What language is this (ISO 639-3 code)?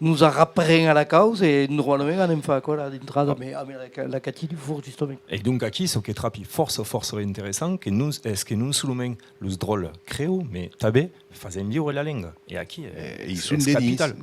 oci